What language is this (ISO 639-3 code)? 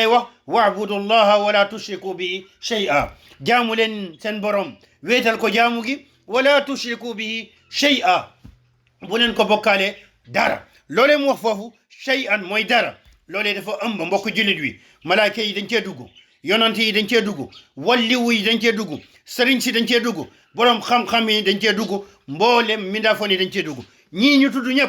wol